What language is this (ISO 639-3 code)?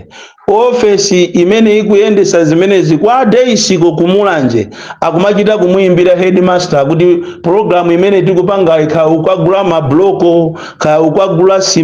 nya